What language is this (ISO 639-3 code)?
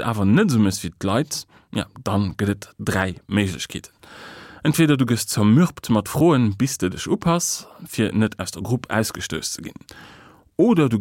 ltz